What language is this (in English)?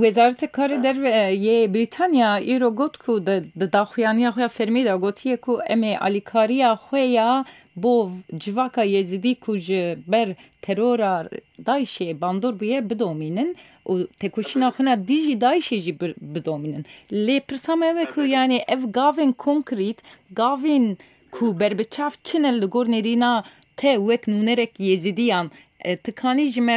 Kurdish